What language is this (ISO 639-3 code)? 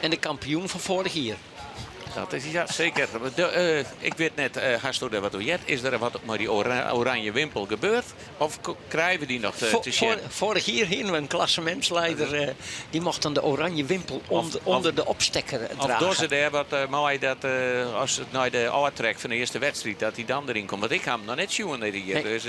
fry